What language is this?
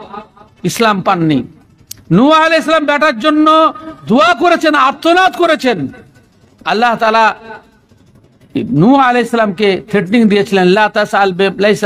Bangla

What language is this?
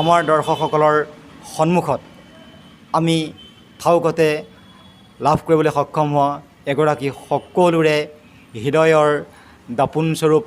Assamese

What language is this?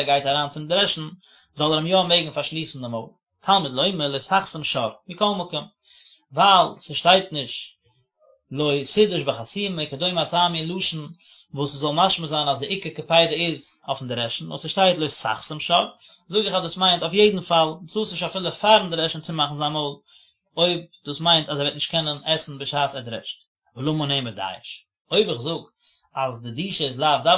Yiddish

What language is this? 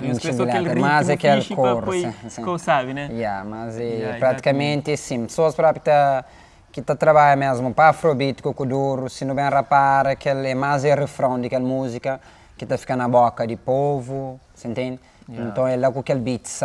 Kabuverdianu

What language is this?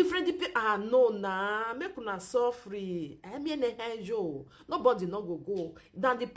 Nigerian Pidgin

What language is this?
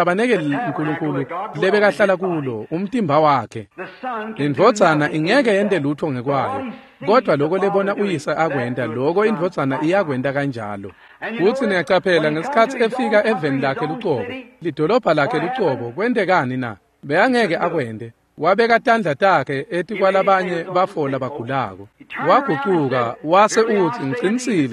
Swati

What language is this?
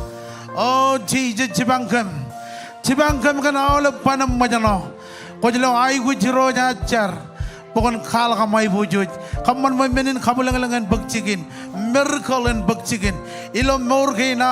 Marshallese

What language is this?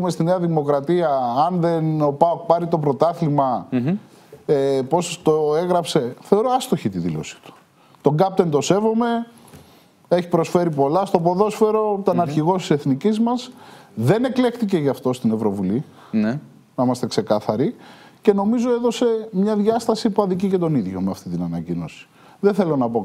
Greek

